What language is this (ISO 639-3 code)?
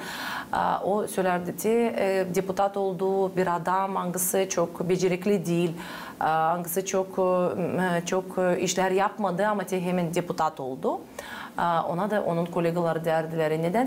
gag